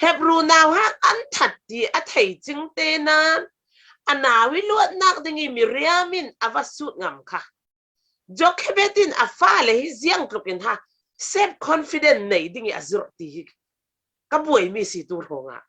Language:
Falam Chin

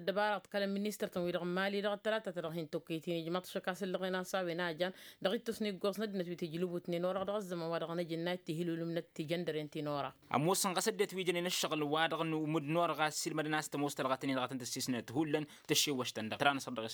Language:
Tamasheq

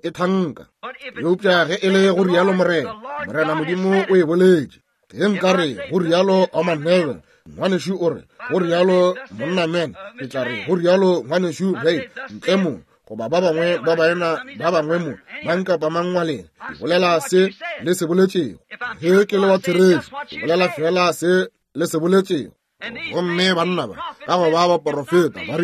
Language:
Northern Sotho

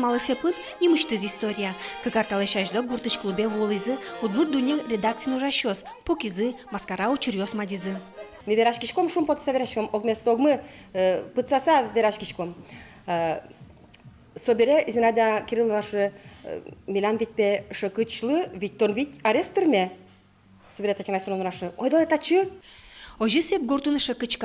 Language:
Udmurt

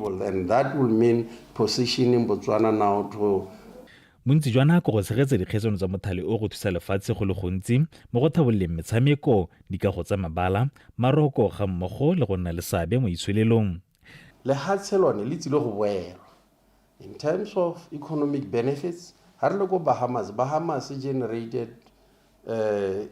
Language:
Tswana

